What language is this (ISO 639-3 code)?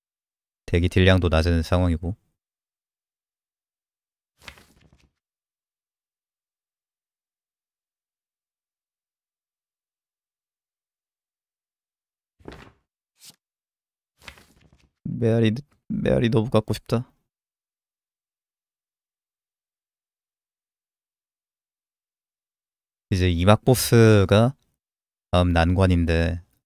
kor